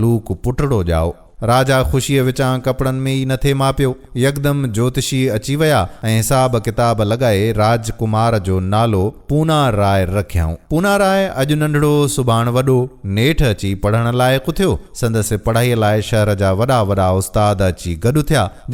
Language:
Sindhi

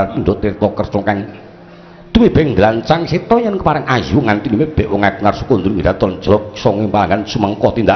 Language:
Javanese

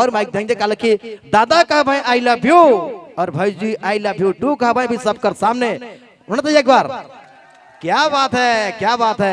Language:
Sadri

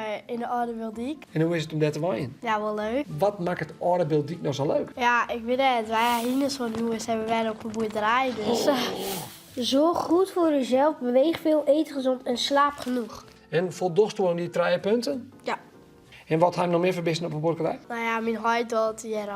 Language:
Western Frisian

